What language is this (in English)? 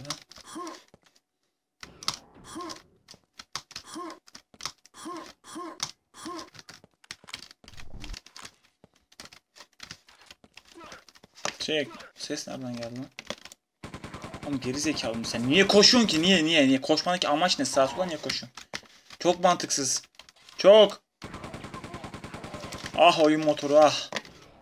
Turkish